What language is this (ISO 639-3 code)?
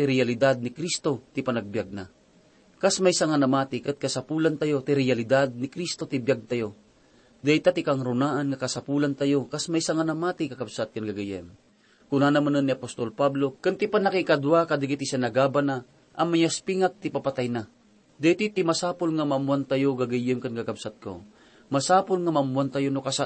ilo